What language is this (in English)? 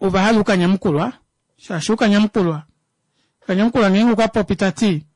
Kuanyama